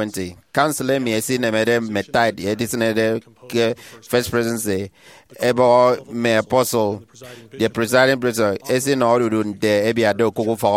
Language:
Efik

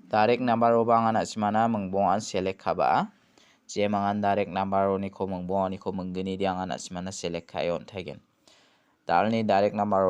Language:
Garo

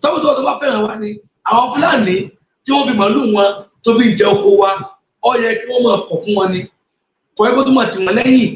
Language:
Yoruba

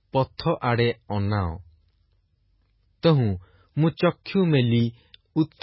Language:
Odia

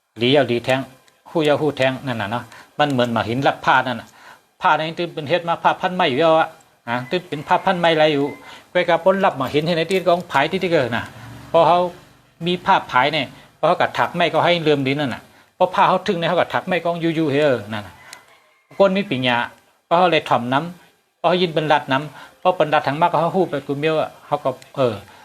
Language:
Shan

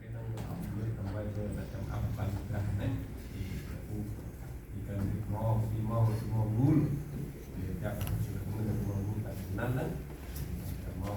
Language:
Central Mnong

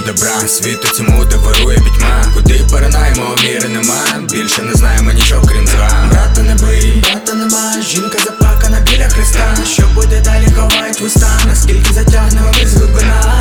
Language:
Ukrainian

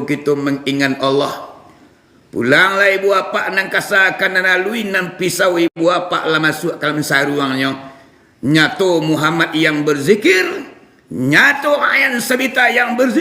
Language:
Minangkabau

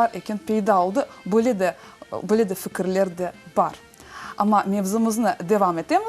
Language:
Crimean Tatar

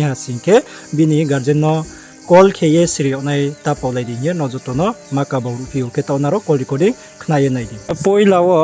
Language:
Riang (India)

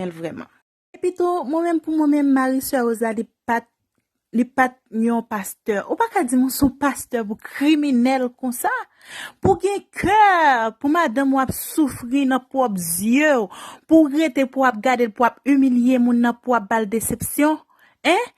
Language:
Haitian Creole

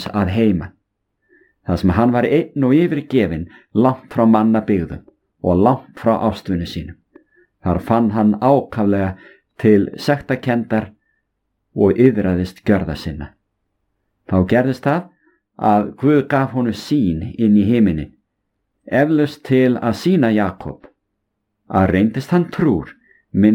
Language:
Icelandic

